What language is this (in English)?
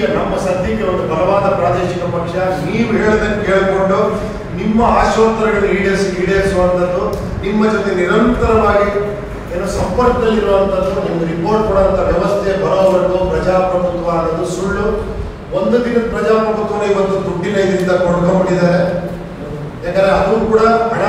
Kannada